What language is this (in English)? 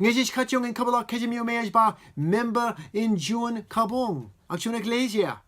Marshallese